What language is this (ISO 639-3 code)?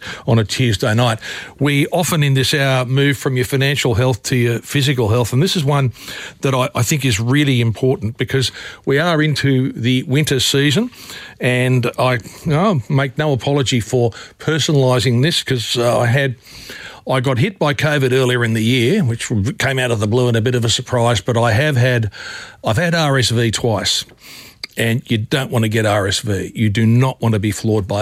eng